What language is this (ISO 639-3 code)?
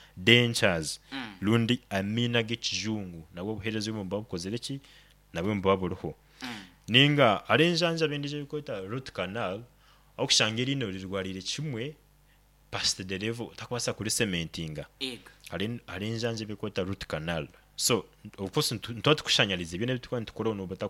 nyo